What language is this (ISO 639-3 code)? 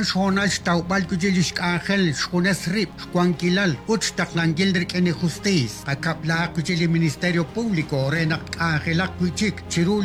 kek